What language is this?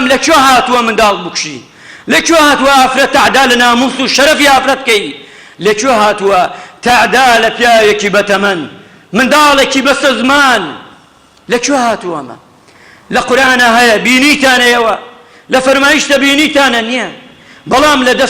Central Kurdish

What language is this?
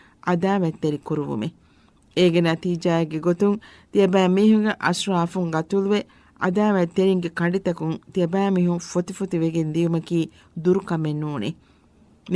Divehi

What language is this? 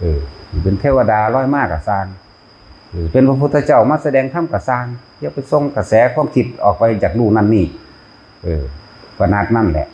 Lao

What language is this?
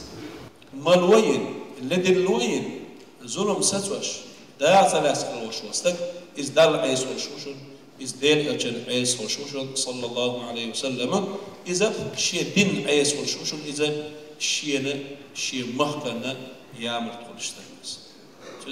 Chechen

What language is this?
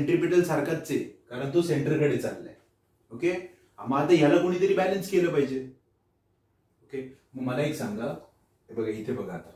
Marathi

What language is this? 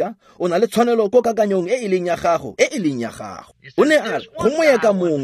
Tswana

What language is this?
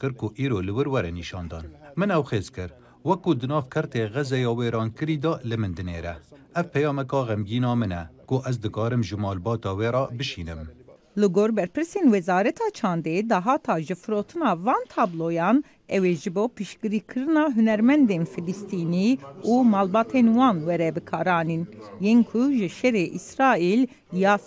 Kurdish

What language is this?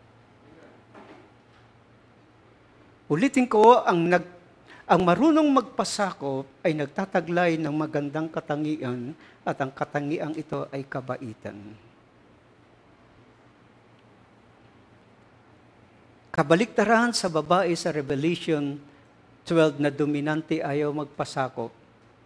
Filipino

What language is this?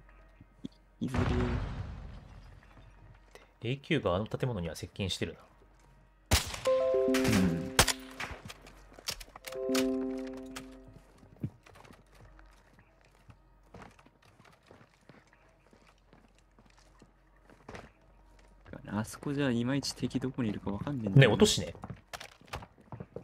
Japanese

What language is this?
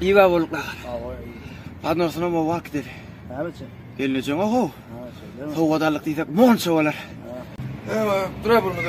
Turkmen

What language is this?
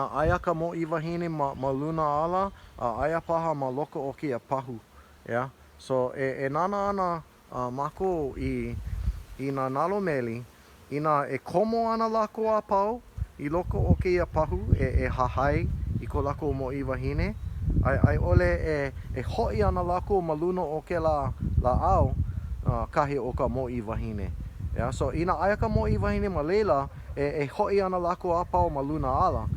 Hawaiian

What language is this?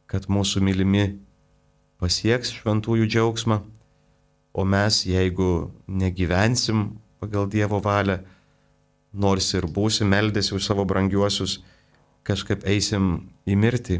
Lithuanian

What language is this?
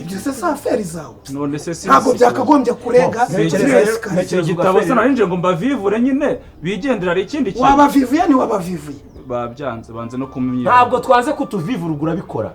Kinyarwanda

